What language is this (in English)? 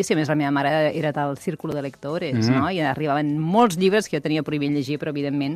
Catalan